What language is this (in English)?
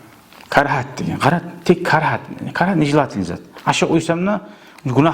Kumyk